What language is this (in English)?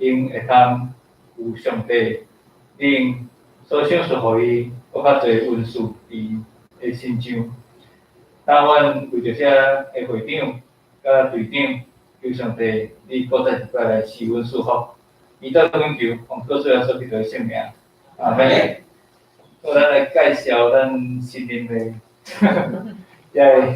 Min Nan Chinese